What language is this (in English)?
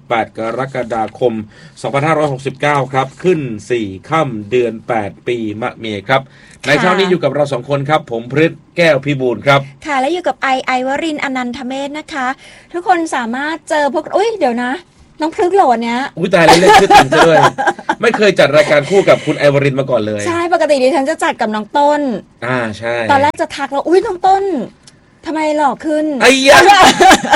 Thai